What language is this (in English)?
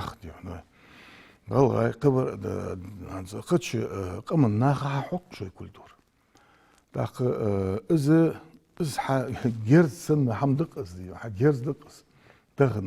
Ingush